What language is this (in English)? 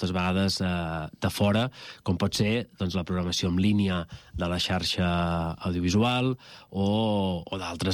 Catalan